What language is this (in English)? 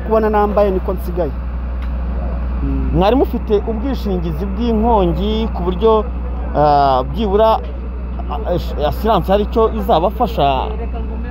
Kinyarwanda